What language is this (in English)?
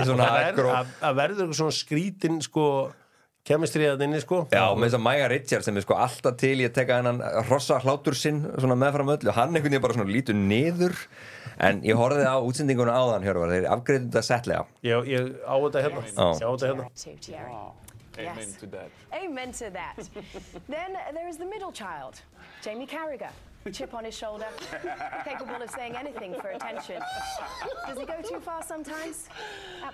Icelandic